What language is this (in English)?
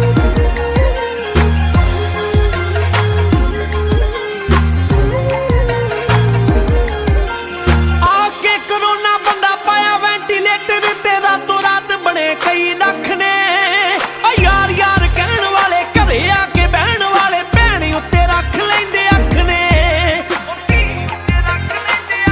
Punjabi